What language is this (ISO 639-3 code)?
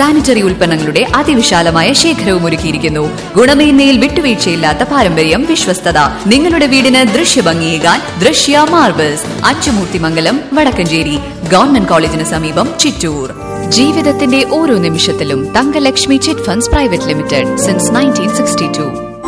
mal